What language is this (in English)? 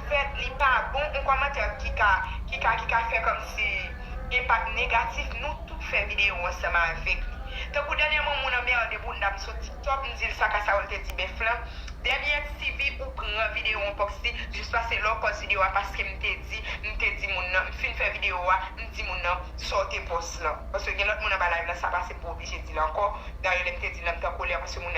Haitian Creole